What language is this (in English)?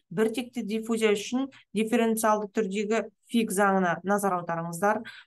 Kazakh